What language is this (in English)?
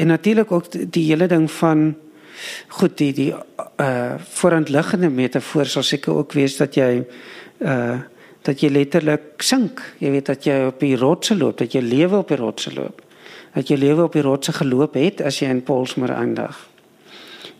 Afrikaans